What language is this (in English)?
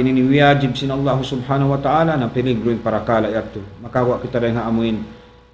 Tausug